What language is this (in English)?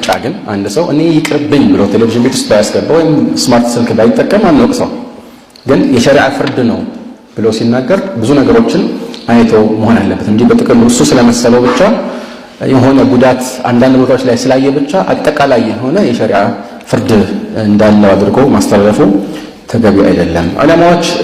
Amharic